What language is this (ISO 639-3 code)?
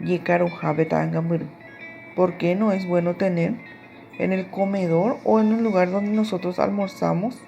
grn